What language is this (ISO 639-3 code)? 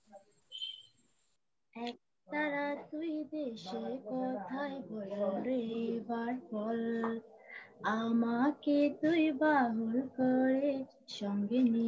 ben